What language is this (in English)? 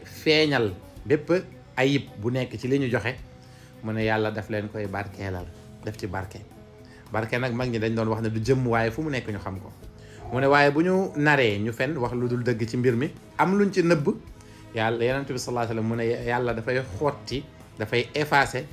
Wolof